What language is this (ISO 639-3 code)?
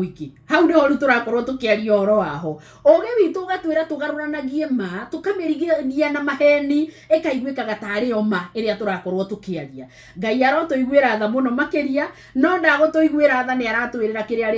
kik